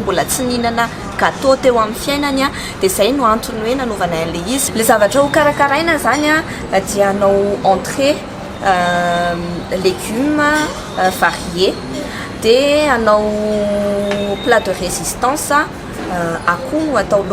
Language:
Malagasy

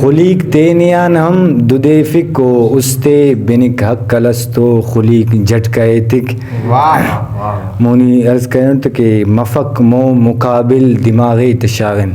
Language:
Brahui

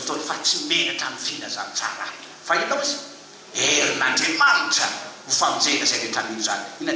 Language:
Malagasy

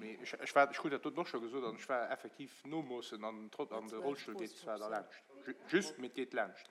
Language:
Luxembourgish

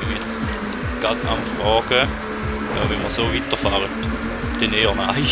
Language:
Swiss German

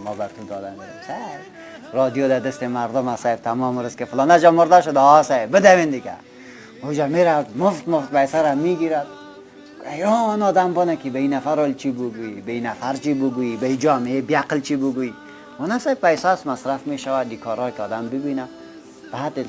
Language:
Persian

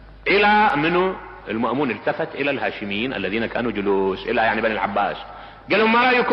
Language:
Mesopotamian Arabic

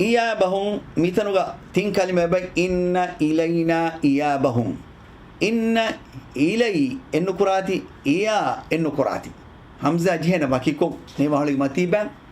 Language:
Divehi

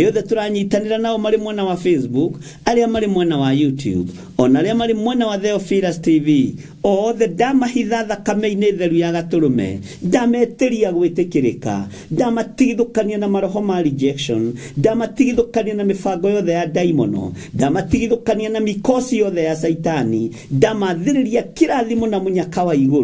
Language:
Kikuyu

